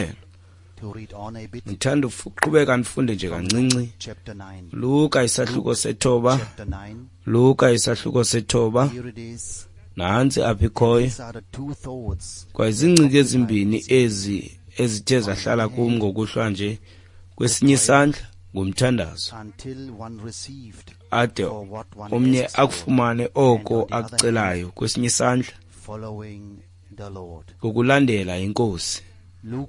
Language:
Xhosa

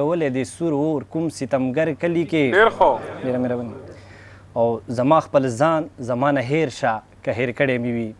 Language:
Pashto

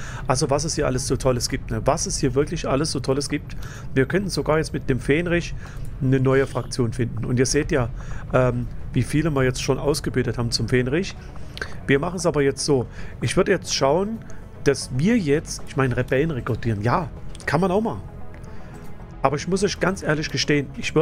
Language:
German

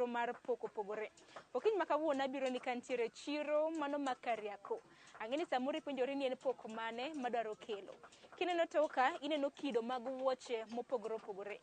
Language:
Luo (Kenya and Tanzania)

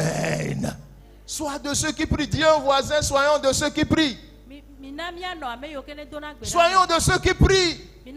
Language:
Ewe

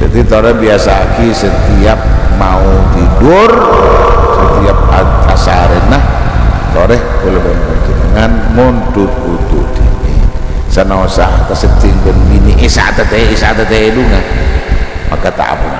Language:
Madurese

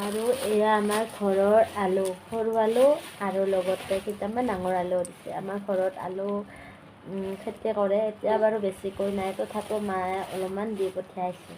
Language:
Assamese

